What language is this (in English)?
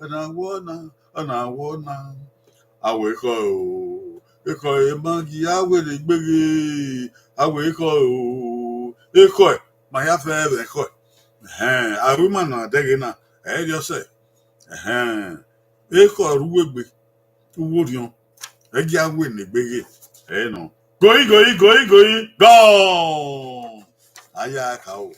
Bini